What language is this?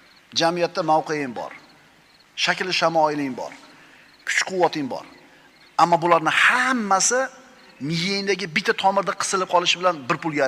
Uzbek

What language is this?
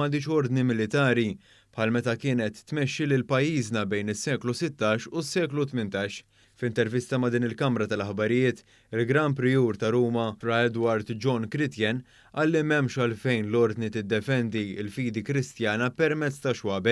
Maltese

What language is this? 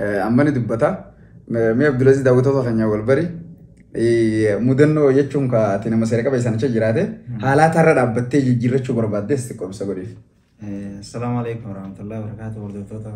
Oromo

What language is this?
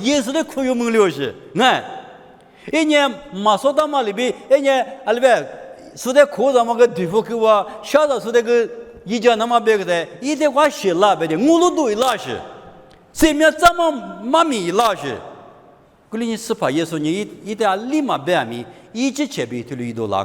Lisu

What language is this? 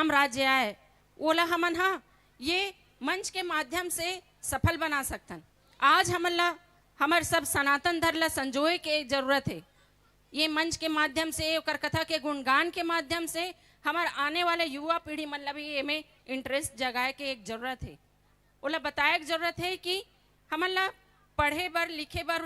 Chhattisgarhi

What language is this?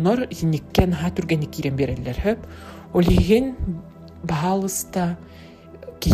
Yakut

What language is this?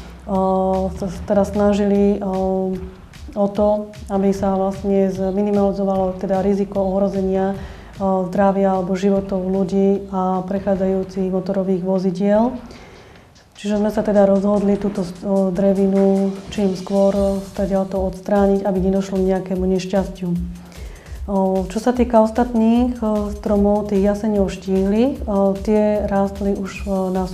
Slovak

